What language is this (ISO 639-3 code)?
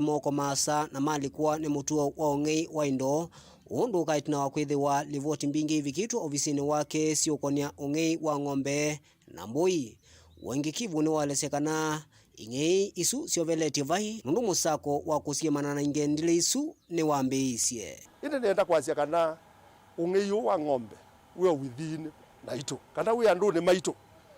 kam